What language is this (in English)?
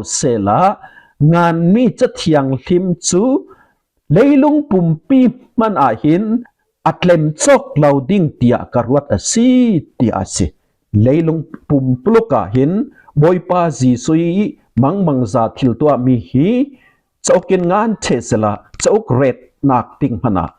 Falam Chin